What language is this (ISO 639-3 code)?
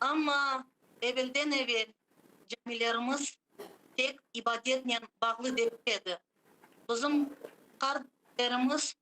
crh